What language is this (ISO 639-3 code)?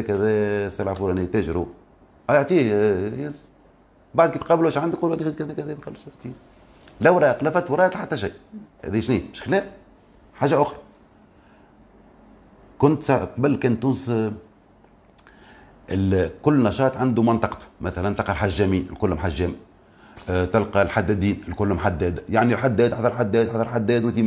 aeb